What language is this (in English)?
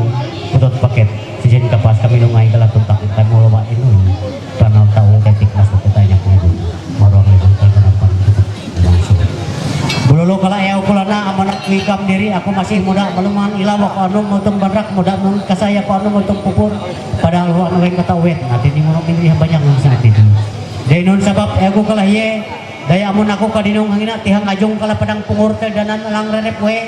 Ma'anyan